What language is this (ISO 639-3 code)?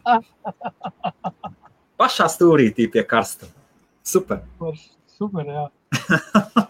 lav